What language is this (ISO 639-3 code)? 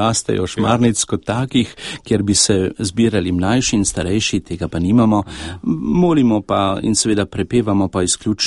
slv